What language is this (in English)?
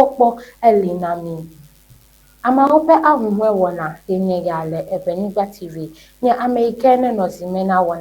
Ewe